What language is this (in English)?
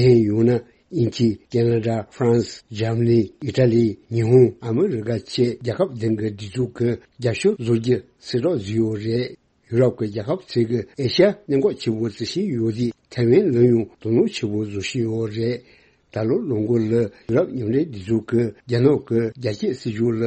Tibetan